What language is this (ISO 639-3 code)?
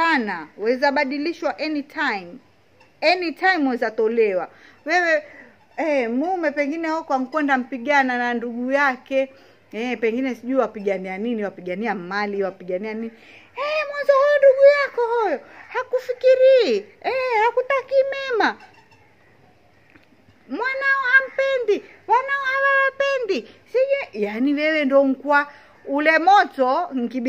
swa